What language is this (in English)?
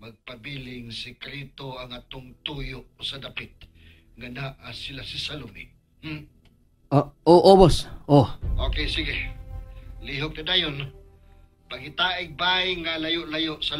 Cebuano